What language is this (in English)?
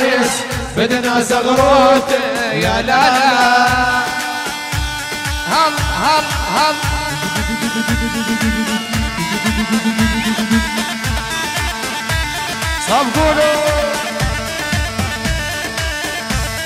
South Levantine Arabic